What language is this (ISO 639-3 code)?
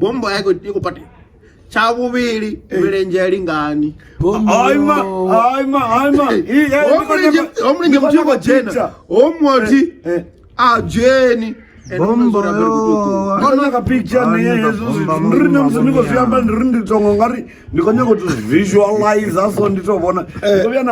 ven